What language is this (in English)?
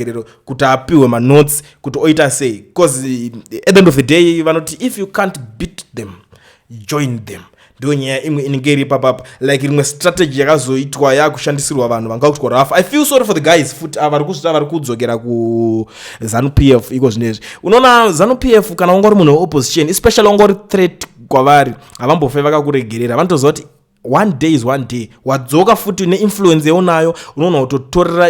Shona